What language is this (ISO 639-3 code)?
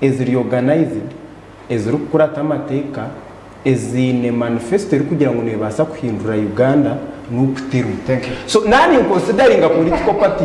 nyn